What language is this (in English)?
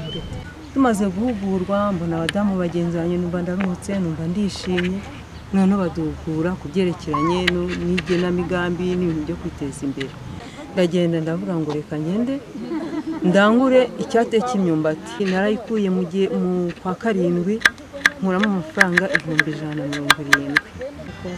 Kinyarwanda